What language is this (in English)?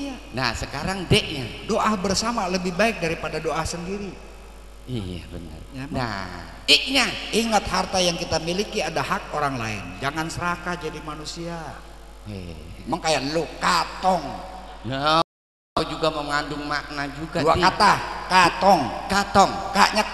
Betawi